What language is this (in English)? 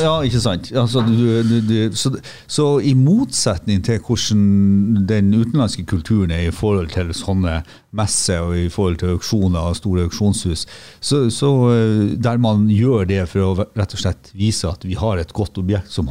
Norwegian